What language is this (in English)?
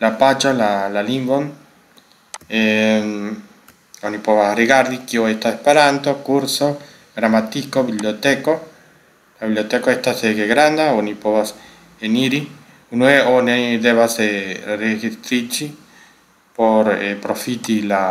Esperanto